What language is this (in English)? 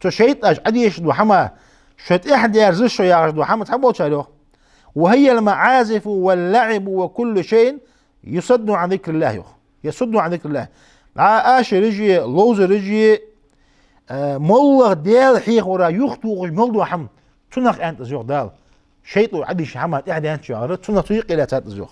Ingush